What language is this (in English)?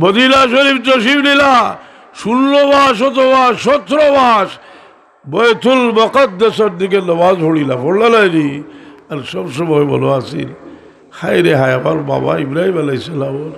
Sylheti